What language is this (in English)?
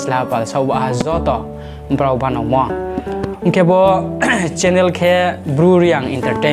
Riang (India)